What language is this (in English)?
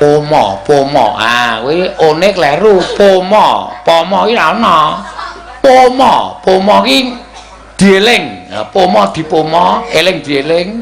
Javanese